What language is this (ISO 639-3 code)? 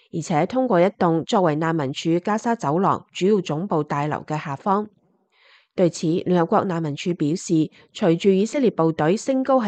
yue